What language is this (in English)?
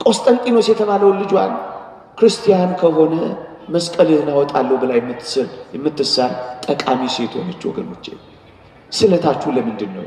Amharic